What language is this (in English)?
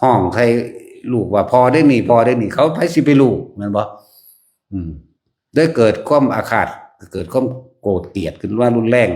Northeastern Thai